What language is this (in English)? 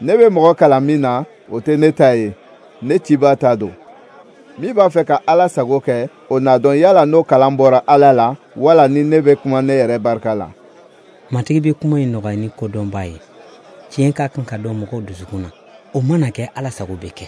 Bambara